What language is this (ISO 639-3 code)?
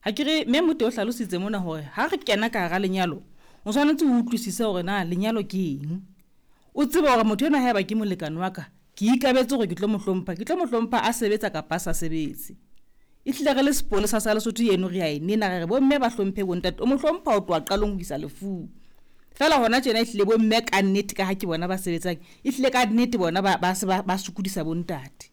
sot